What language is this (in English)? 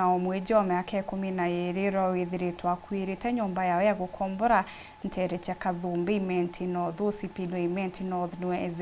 Meru